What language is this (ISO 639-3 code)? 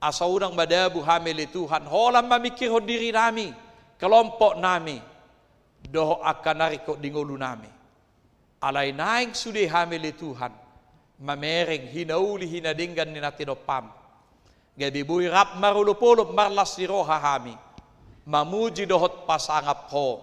bbc